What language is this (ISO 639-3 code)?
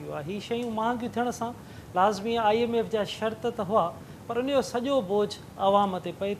snd